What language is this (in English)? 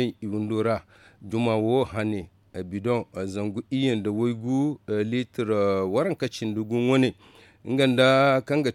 Zarma